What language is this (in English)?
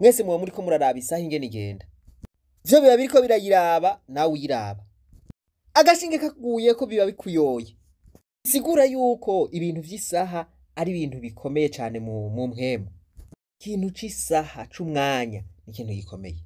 Rundi